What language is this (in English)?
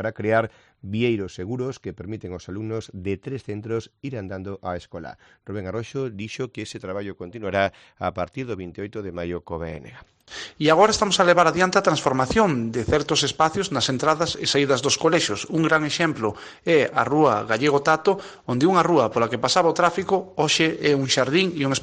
Galician